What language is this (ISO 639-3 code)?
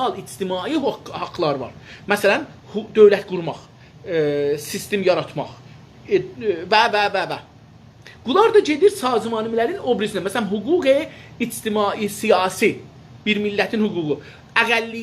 azb